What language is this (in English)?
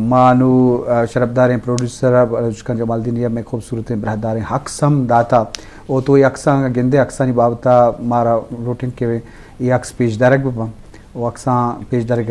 Eastern Balochi